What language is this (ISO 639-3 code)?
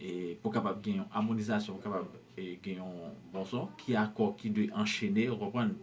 hat